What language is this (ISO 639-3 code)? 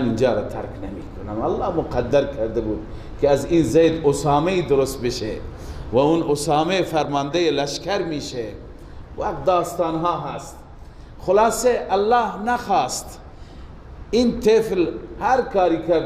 fas